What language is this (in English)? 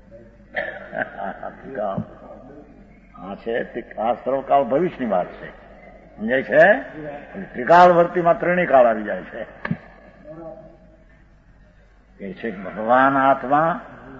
Gujarati